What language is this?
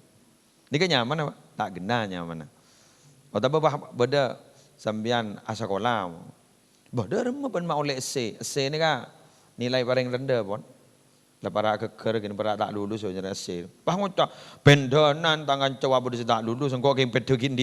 Madurese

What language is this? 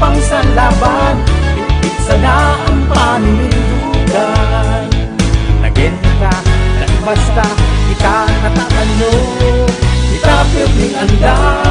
Bikol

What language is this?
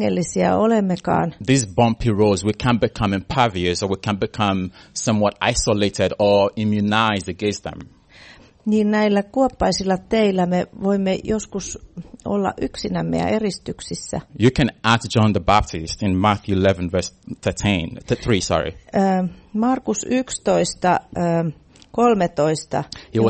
Finnish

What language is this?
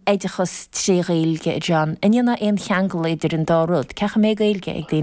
Irish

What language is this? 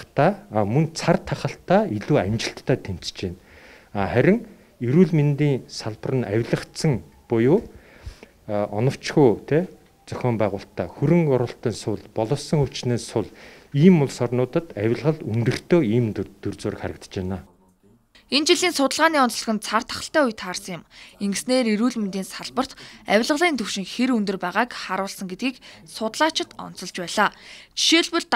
Mongolian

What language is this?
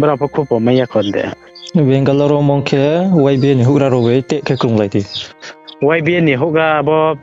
Riang (India)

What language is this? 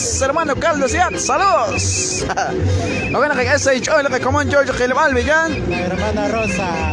Kekchí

